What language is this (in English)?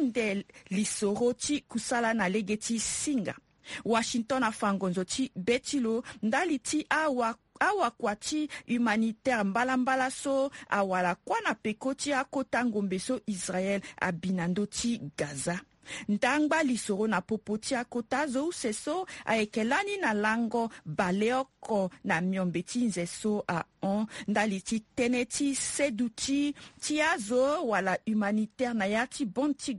Sango